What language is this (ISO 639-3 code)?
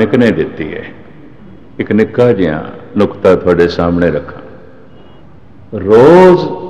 pan